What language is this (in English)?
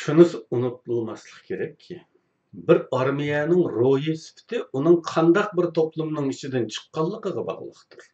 Uyghur